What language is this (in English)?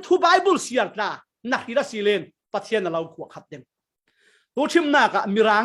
Falam Chin